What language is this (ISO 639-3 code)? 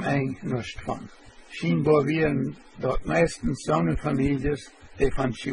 pdt